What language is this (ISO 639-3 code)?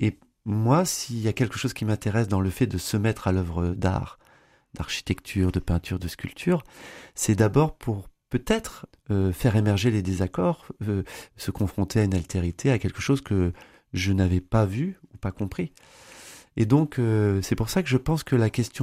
fra